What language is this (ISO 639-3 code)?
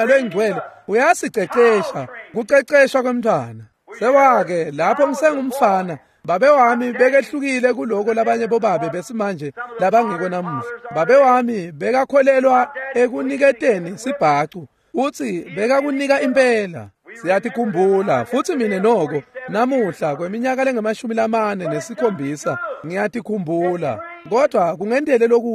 ssw